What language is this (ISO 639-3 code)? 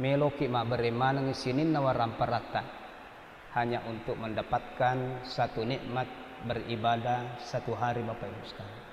bug